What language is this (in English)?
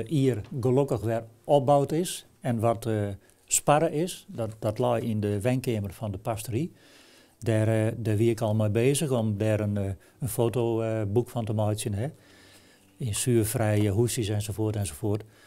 Western Frisian